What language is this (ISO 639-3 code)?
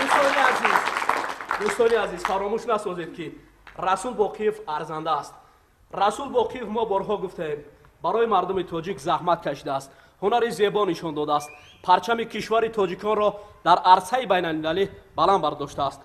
tgk